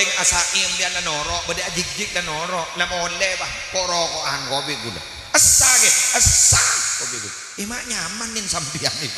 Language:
Madurese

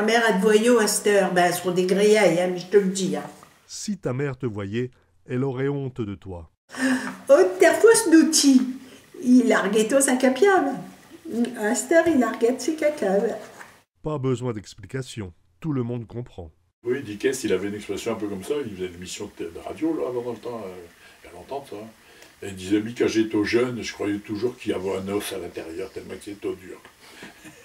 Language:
Picard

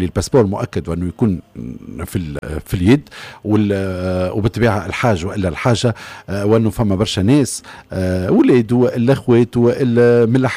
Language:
Tunisian Arabic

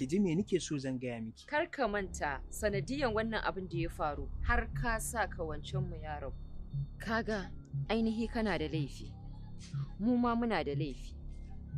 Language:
Hausa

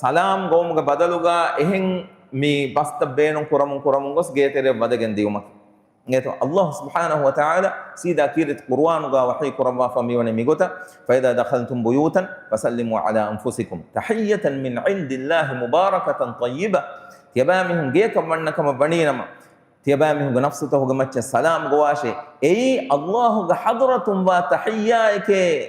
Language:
Divehi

